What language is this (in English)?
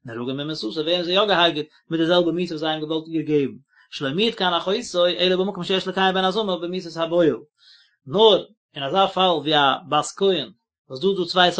Yiddish